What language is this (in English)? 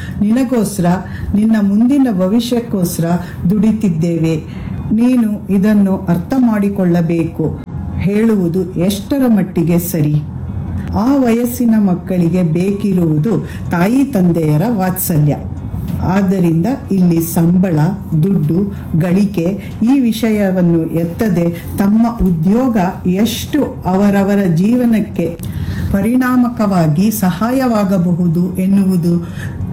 Kannada